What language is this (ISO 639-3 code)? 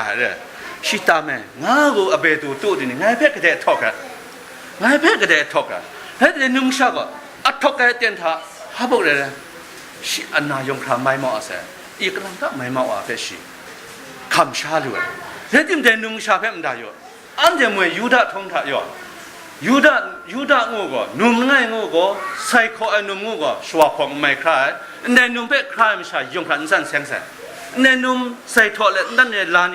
kac